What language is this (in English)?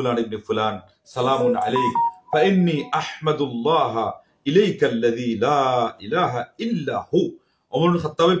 Bangla